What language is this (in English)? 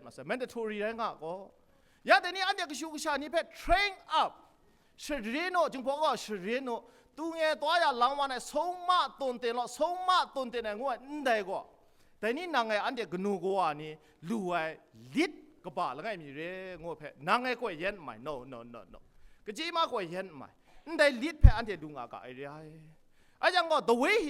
Kachin